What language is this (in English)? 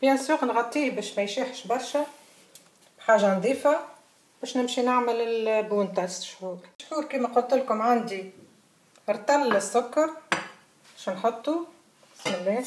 Tunisian Arabic